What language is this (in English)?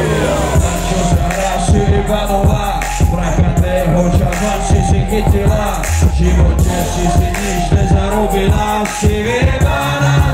Slovak